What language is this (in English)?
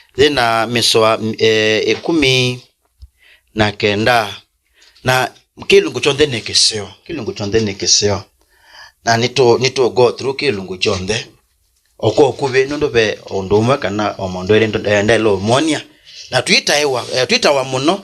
Kamba